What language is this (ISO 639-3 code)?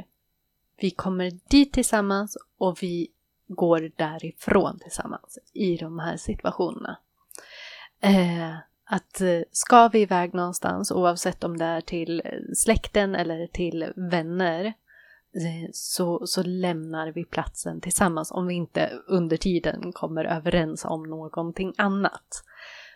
swe